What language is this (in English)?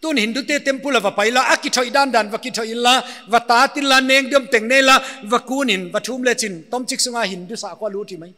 Paite Chin